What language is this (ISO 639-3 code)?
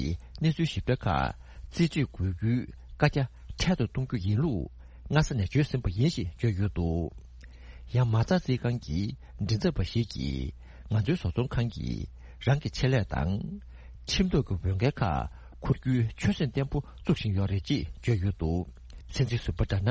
bod